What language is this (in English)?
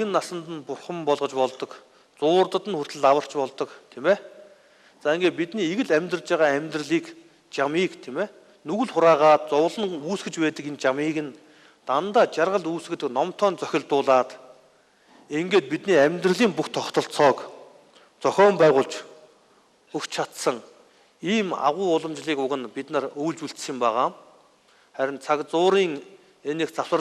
Mongolian